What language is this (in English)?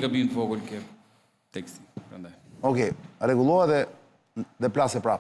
Albanian